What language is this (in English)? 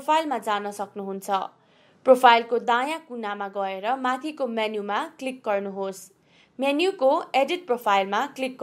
Nepali